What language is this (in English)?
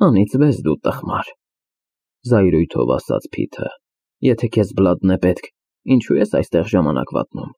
Armenian